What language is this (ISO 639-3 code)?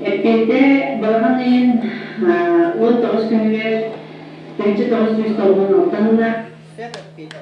sah